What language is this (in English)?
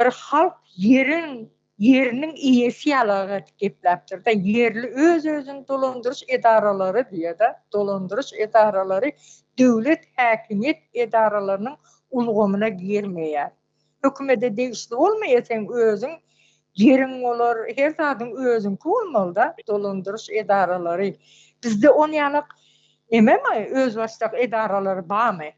Turkmen